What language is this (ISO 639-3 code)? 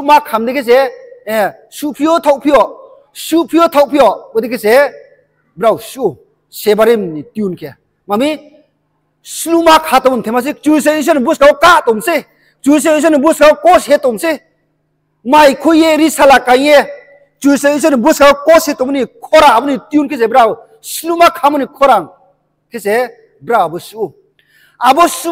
ria